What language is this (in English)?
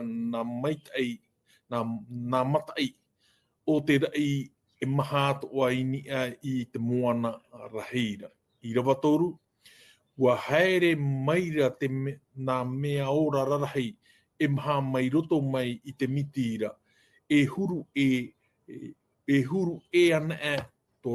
Tahitian